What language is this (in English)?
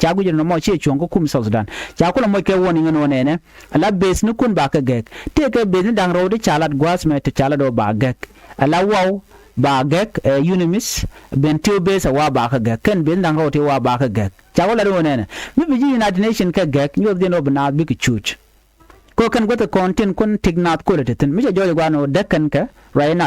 Nuer